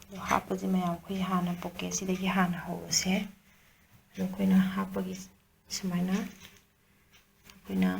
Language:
Manipuri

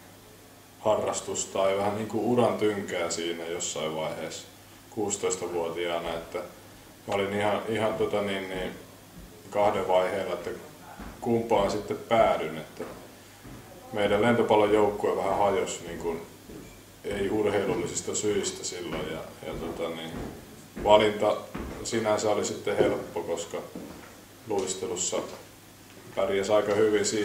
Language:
Finnish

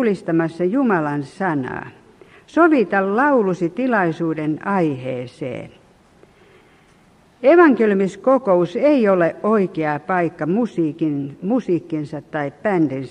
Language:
Finnish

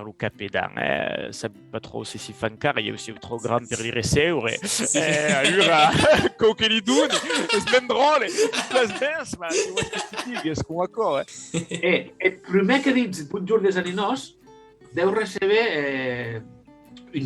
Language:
Occitan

